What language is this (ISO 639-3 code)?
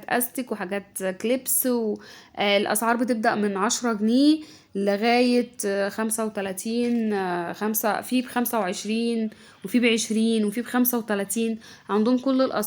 arz